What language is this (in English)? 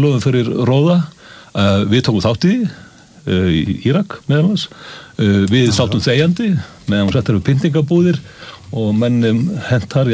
Icelandic